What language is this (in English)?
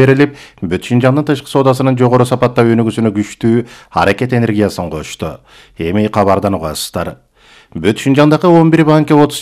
Kyrgyz